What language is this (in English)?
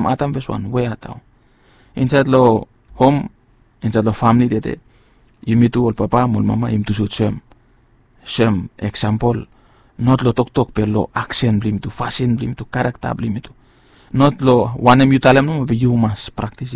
Bislama